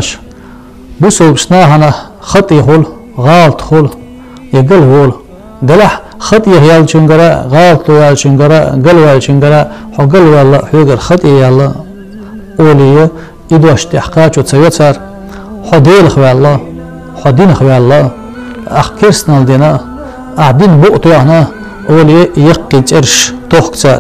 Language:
Chechen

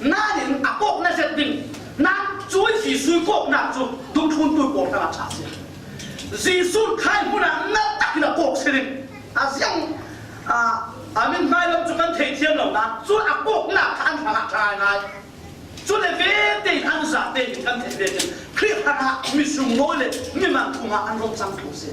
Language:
Falam Chin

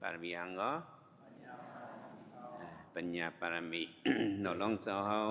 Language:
Shan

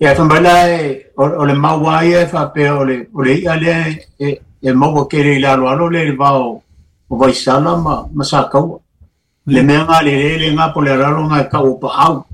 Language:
Samoan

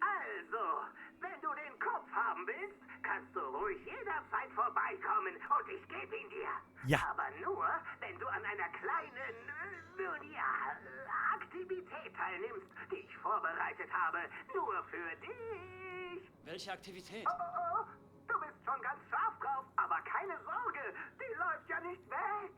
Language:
Bavarian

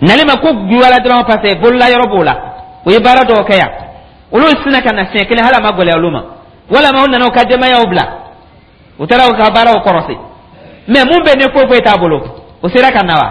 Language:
Dyula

